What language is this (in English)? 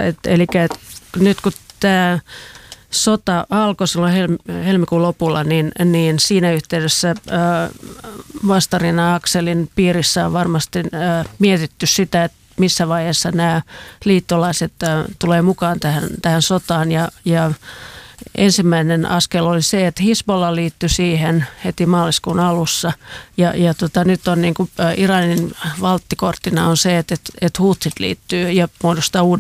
Finnish